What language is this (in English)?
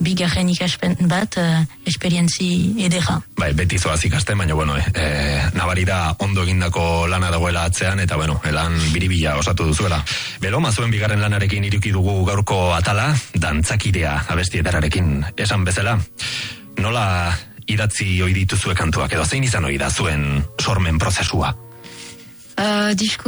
Basque